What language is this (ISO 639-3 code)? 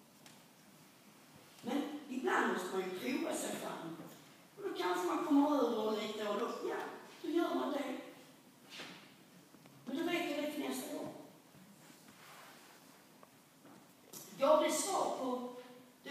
swe